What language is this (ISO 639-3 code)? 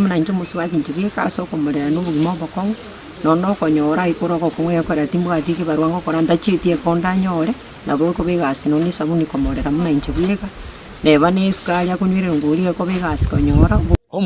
guz